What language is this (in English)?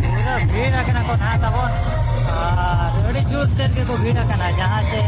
Santali